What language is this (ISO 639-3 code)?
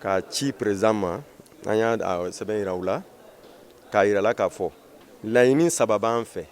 bam